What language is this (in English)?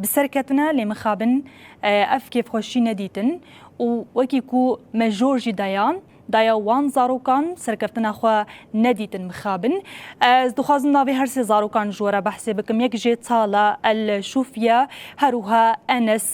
Kurdish